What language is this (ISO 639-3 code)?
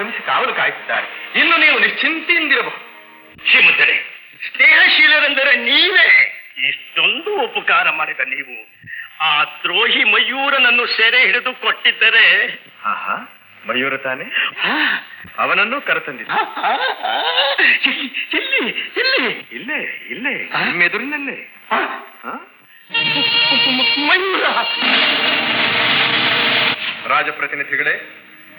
kan